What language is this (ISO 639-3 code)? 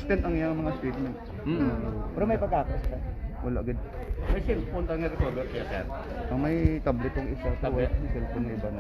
hil